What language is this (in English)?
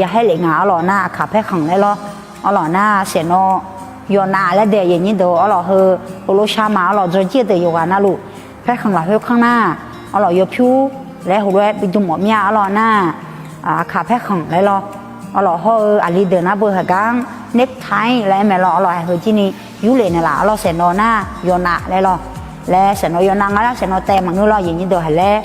Akha